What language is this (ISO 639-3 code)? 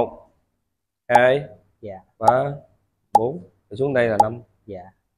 vie